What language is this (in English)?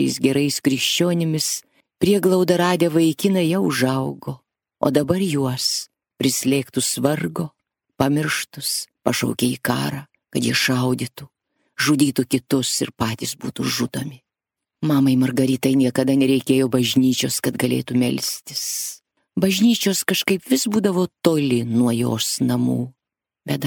Lithuanian